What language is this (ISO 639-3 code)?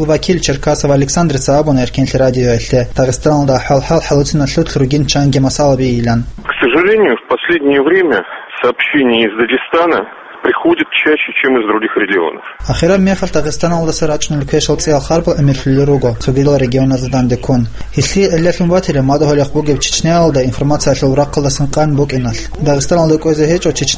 ava